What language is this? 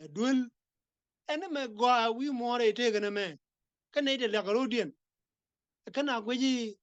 Nuer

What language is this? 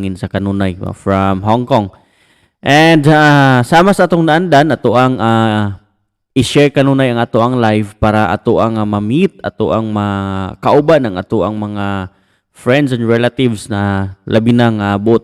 Cebuano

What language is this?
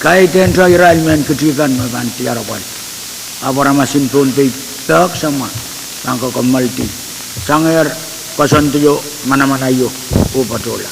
Pohnpeian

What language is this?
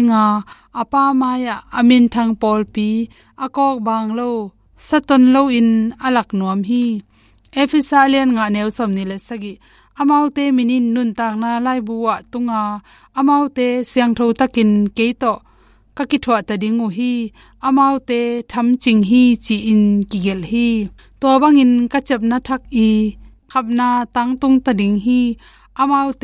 Tedim Chin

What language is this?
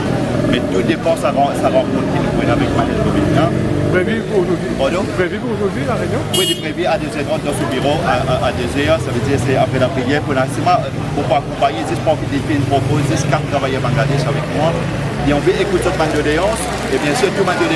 Morisyen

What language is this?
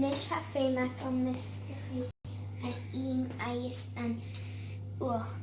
Scottish Gaelic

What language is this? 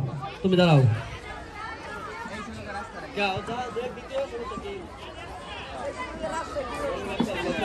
Bangla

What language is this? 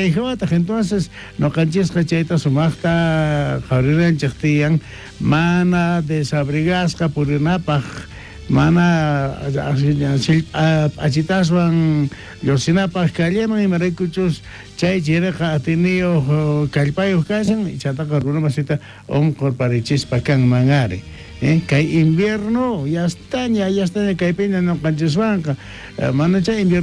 South Bolivian Quechua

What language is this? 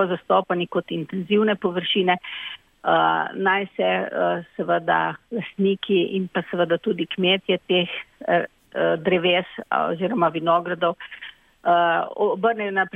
Slovenian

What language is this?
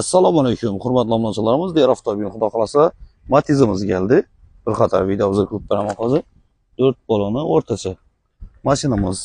Uzbek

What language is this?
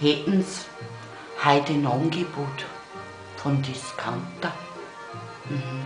Bavarian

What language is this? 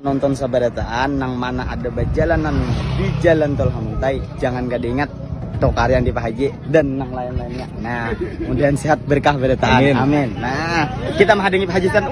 Banjar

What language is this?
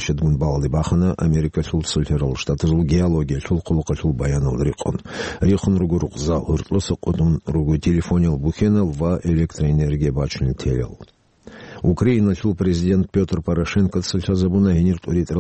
Avaric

